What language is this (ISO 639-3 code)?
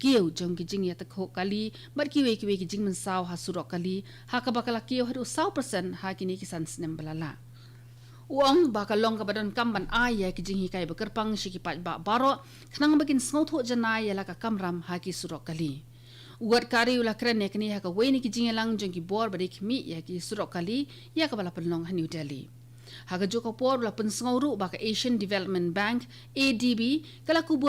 kha